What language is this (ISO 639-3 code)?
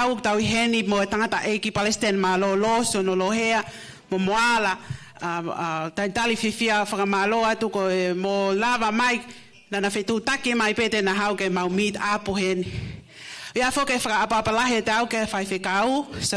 ton